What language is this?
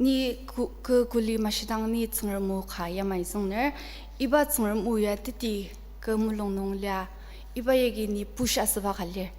Ao Naga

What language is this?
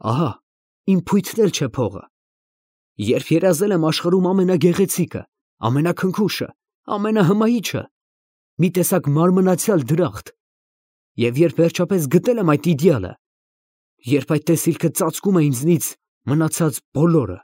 Armenian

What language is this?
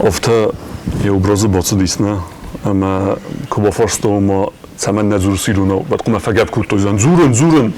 Ossetic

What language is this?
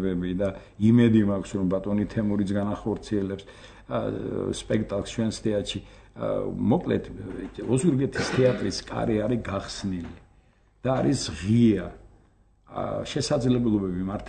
Georgian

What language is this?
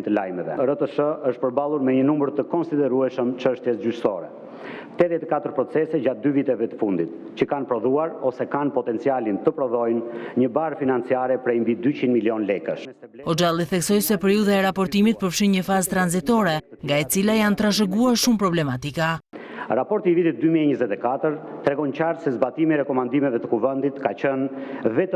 Albanian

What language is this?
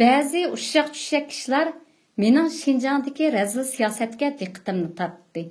Uyghur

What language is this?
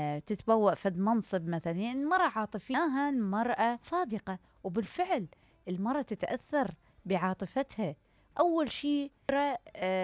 Mesopotamian Arabic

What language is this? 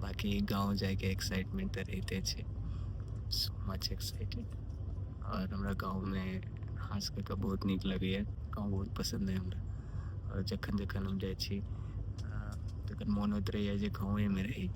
Maithili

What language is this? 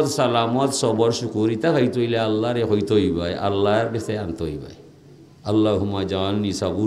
Sylheti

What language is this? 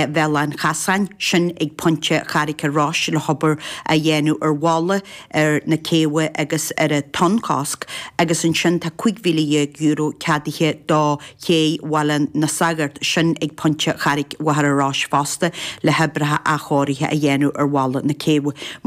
Irish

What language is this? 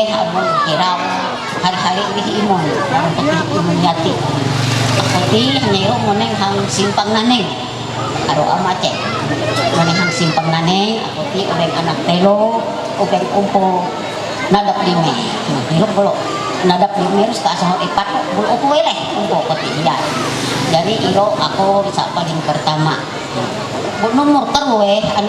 Ma'anyan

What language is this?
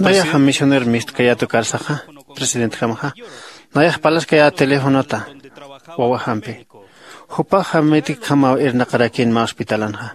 Aymara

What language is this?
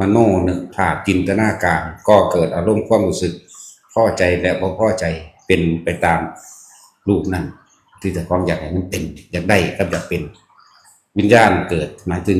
Northeastern Thai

